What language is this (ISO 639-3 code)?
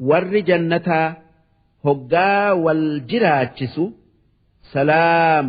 orm